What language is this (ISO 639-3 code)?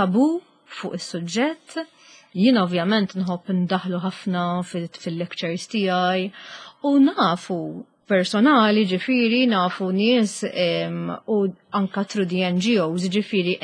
mlt